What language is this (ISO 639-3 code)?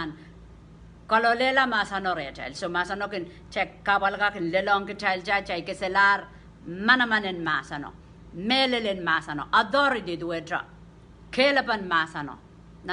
pon